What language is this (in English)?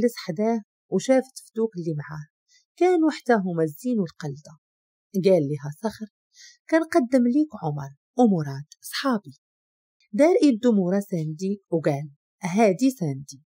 Moroccan Arabic